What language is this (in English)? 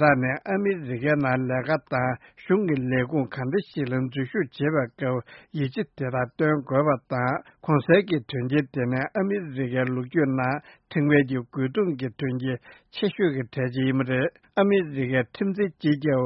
Tibetan